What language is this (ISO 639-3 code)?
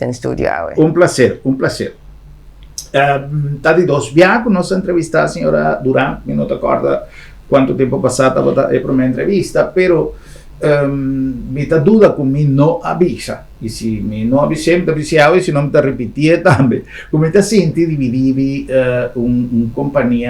pap